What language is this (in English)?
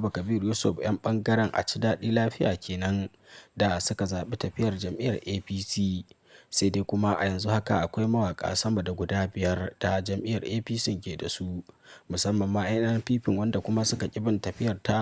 Hausa